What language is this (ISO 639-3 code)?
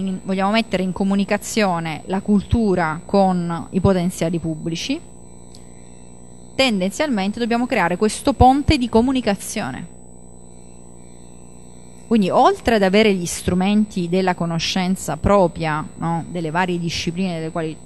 ita